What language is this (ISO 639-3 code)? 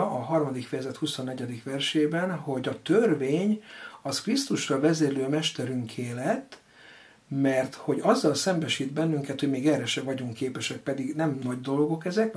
hun